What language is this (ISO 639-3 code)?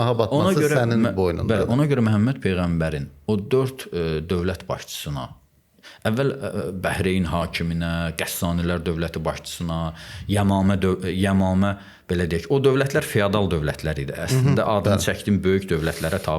aze